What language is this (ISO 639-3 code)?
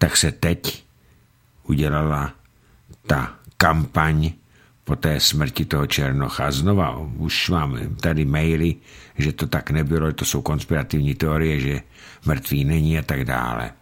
ces